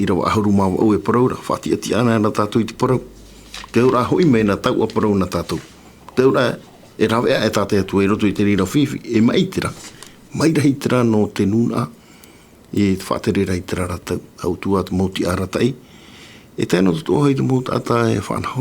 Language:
Tahitian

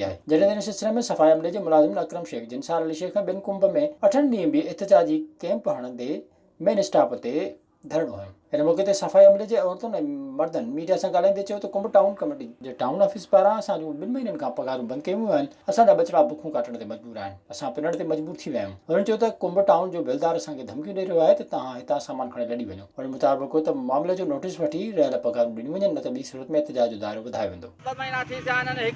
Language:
Sindhi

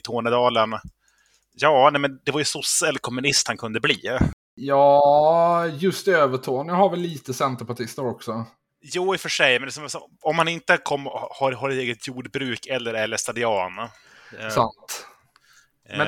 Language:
Swedish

